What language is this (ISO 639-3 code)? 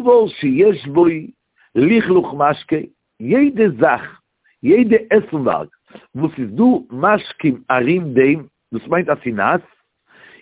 yid